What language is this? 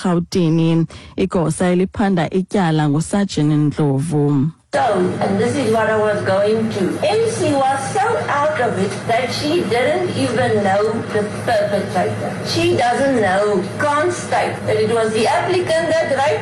Xhosa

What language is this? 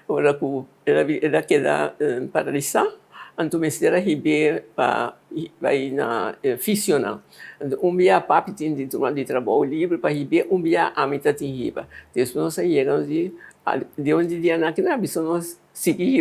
Papiamento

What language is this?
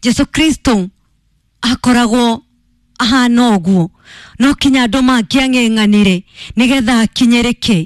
Kikuyu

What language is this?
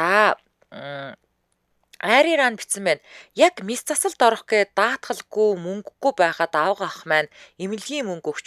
Mongolian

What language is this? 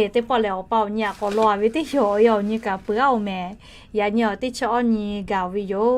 Lahu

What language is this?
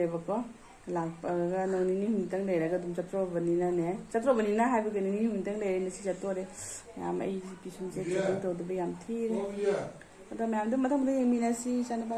Manipuri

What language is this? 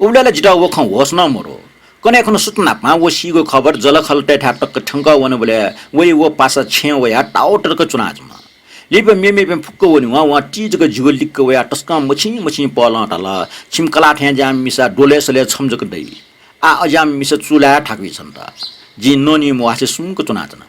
Newari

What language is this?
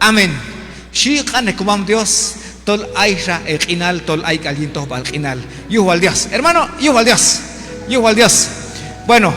Q'anjob'al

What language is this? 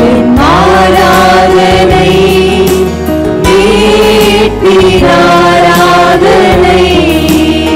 Tamil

